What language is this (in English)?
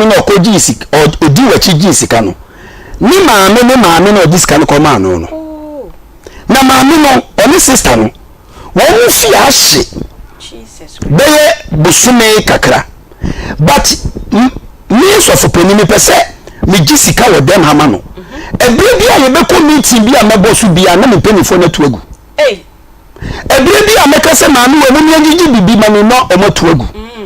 Akan